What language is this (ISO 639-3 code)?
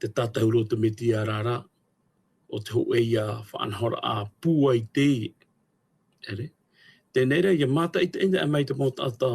tah